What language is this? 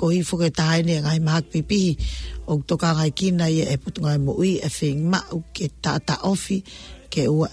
Tongan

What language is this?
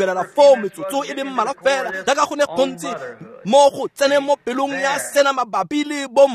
Tswana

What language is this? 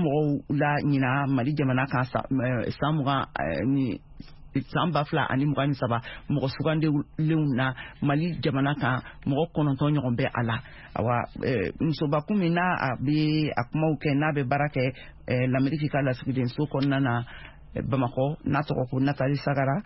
Bambara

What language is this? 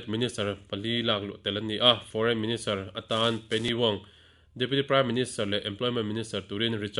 Mizo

